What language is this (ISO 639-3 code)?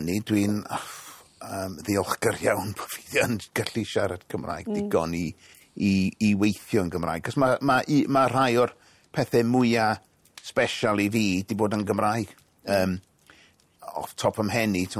cym